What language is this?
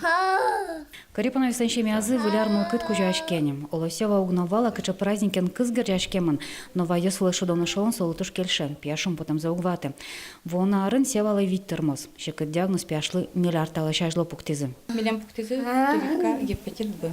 Udmurt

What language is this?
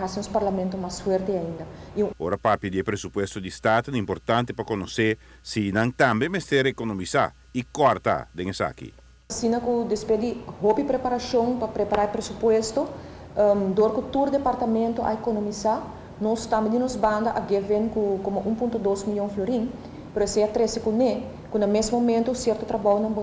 Papiamento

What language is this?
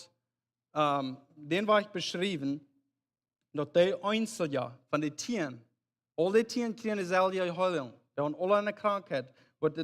Plautdietsch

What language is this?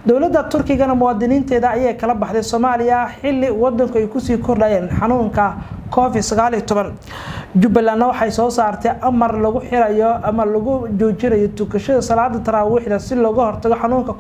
Somali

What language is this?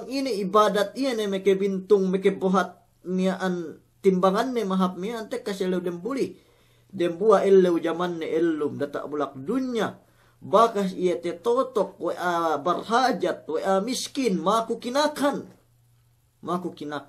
Yakan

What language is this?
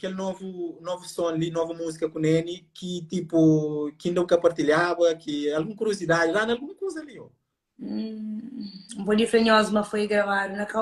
Kabuverdianu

